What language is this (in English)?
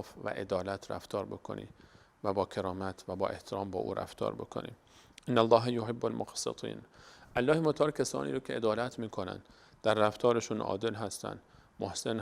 Persian